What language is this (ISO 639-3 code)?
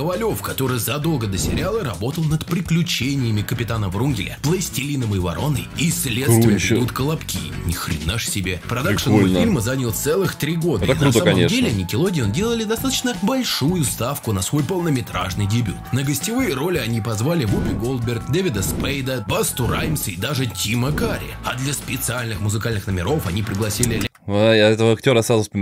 rus